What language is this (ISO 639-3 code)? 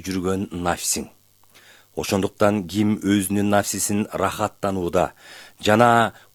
kir